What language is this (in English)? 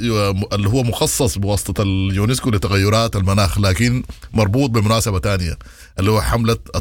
Sudanese Arabic